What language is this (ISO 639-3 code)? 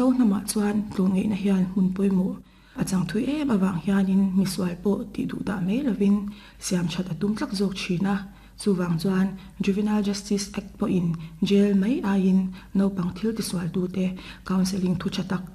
lus